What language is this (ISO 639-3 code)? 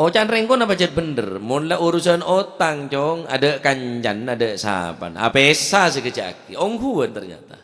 mad